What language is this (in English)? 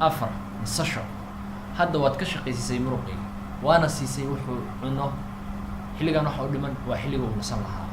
Somali